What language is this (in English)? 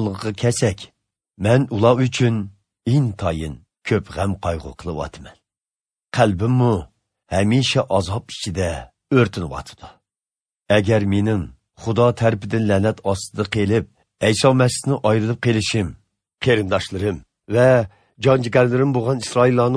Uyghur